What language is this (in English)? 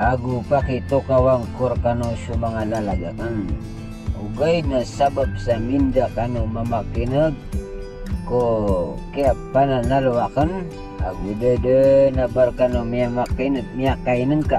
Maranao